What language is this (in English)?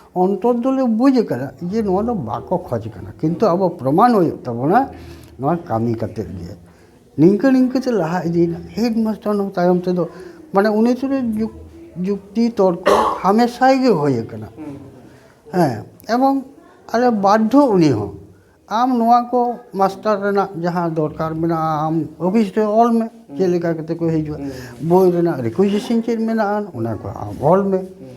Santali